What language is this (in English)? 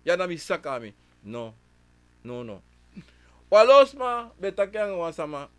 Sranan Tongo